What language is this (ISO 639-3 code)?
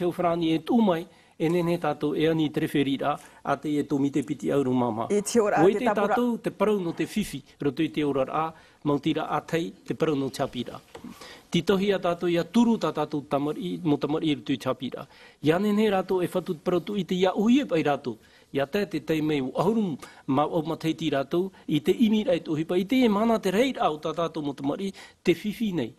tah